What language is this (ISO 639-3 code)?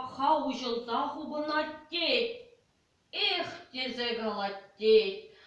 chv